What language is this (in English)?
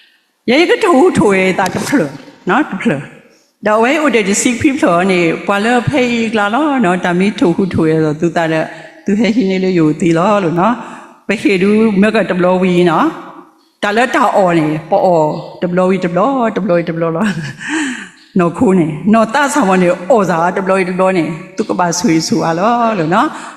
S'gaw Karen